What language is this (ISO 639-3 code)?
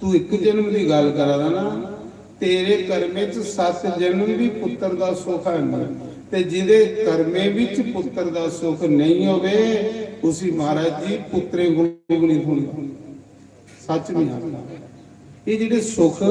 doi